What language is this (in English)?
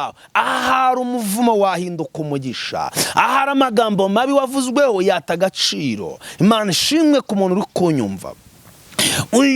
Kinyarwanda